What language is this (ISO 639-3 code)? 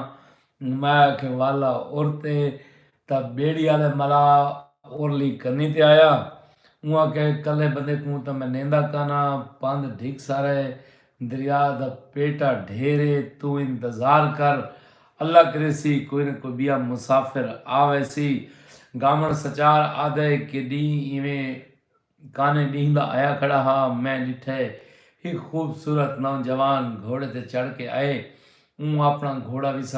skr